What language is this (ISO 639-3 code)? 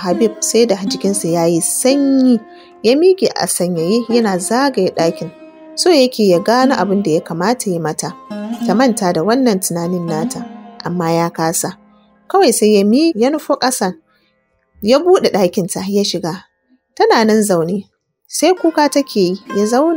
hau